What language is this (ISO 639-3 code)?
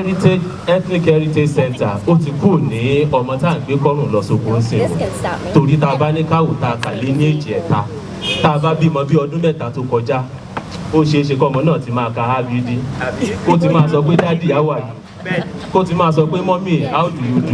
yor